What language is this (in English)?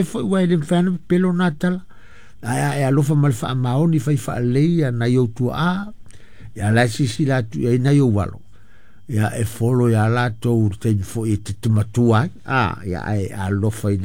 Samoan